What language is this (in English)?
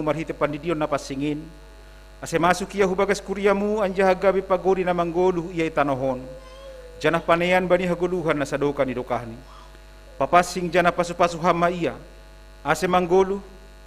Batak Simalungun